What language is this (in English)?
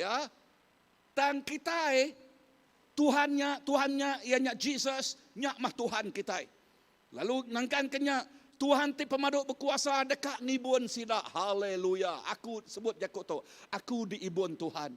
Iban